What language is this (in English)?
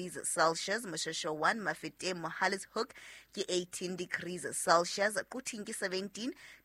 Southern Sotho